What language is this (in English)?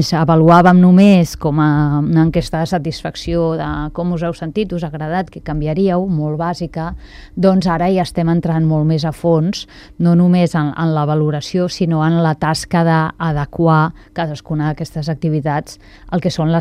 Catalan